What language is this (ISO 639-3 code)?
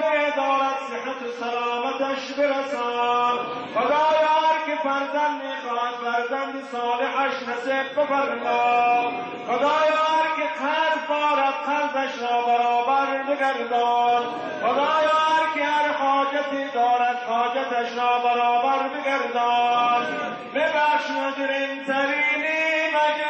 tgk